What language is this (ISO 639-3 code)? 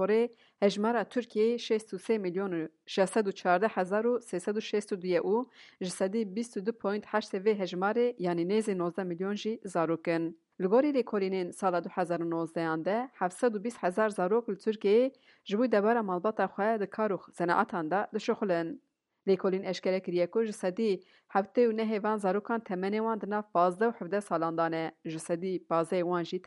kur